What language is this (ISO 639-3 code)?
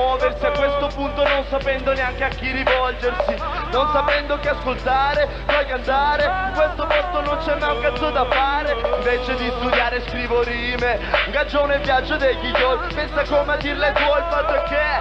ita